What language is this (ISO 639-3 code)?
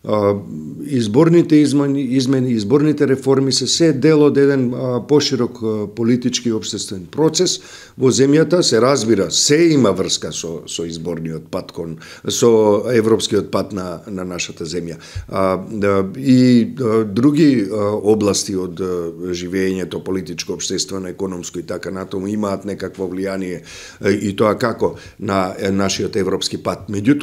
mkd